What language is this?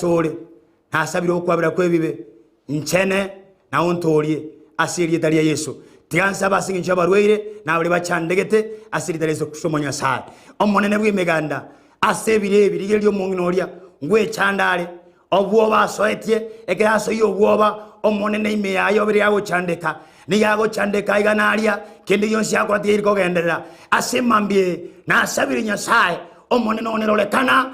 Gusii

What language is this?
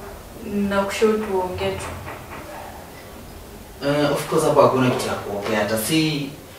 Swahili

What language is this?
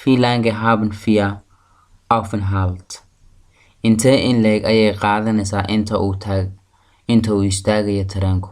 Somali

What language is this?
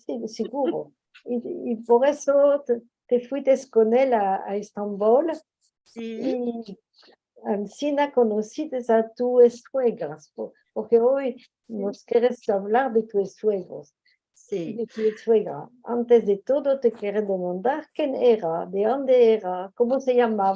Ladino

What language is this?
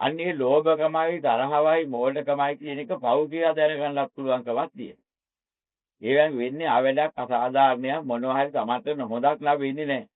Sinhala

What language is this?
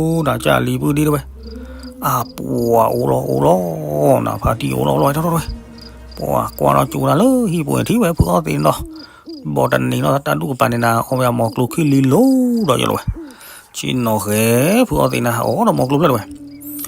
S'gaw Karen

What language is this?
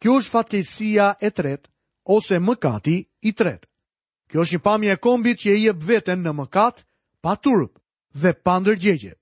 Albanian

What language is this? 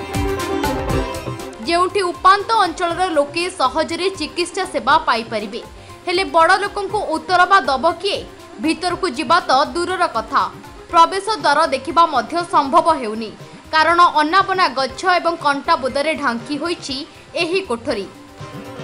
Odia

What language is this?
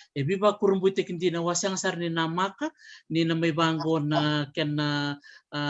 Fijian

